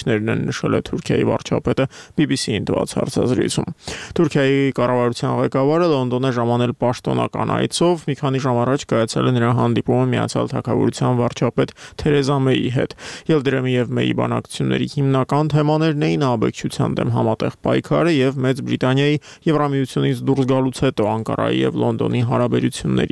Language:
Armenian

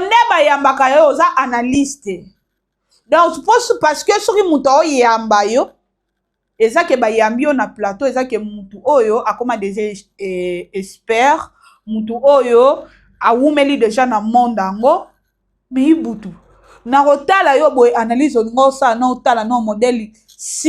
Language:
Lingala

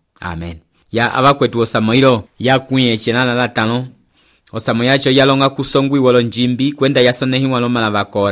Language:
Umbundu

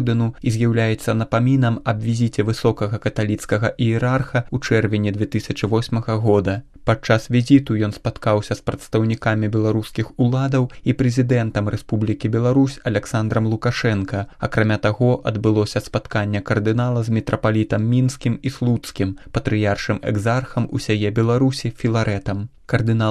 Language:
Belarusian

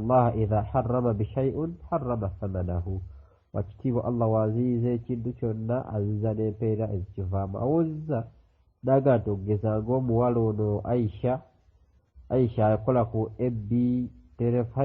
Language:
Ganda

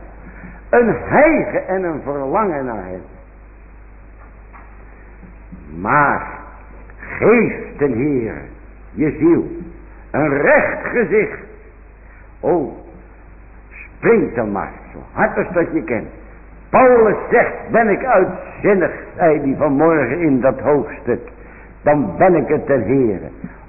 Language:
Dutch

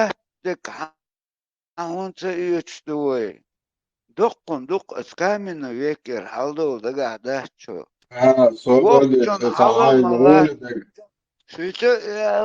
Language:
Chechen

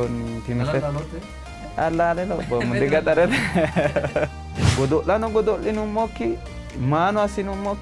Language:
Sidamo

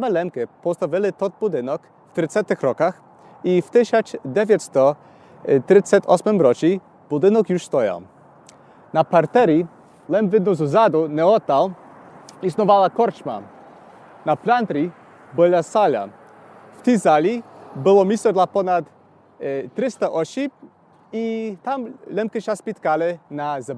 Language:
Rusyn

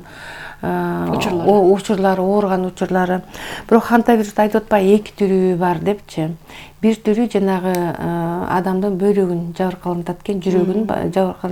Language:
Kyrgyz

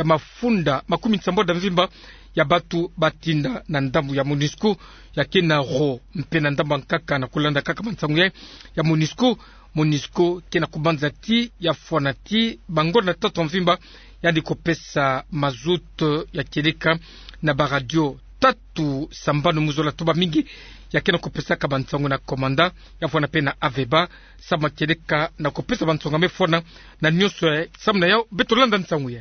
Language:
Kituba (Democratic Republic of Congo)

